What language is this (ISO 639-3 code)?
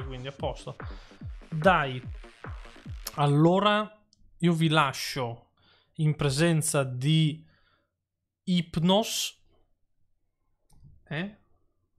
ita